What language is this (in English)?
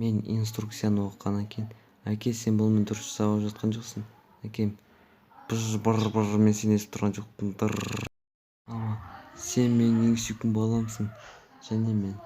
Kazakh